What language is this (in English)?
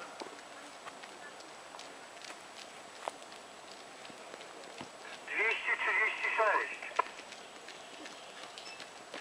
Polish